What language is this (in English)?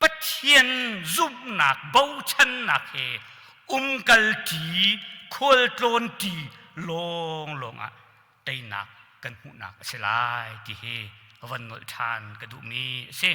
Hakha Chin